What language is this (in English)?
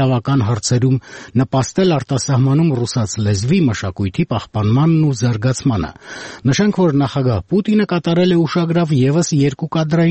Armenian